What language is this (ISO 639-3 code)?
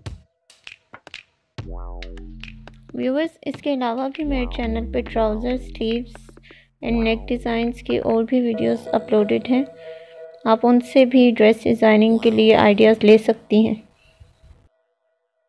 hin